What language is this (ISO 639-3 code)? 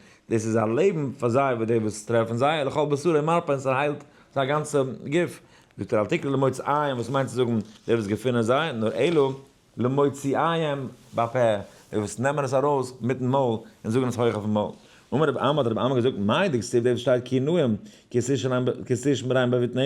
yid